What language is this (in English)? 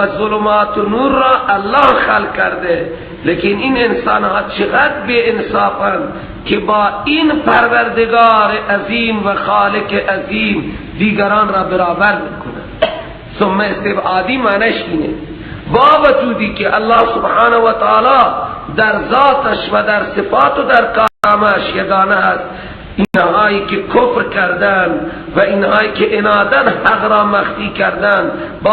Persian